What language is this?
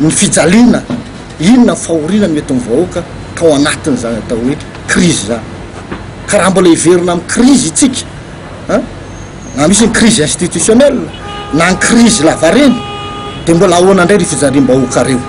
Malagasy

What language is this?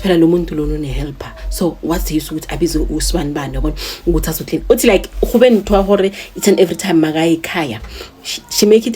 Zulu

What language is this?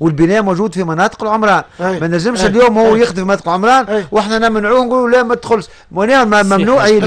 Tunisian Arabic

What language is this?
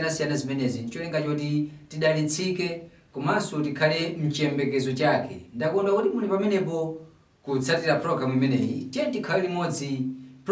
Nyanja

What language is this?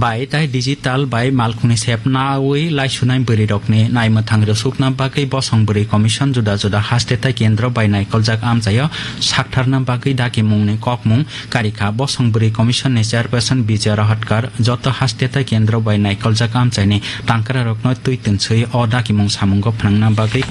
Kok Borok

